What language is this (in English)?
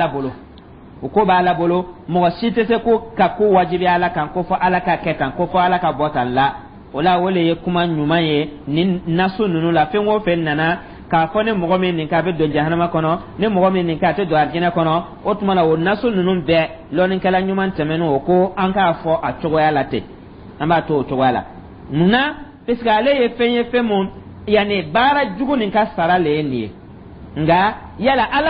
Dyula